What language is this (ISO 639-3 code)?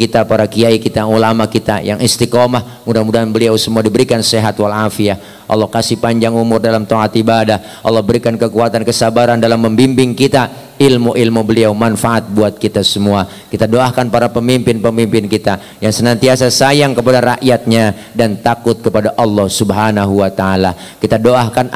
bew